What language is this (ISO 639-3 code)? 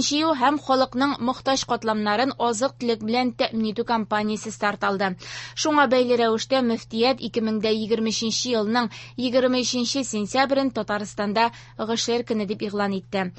tat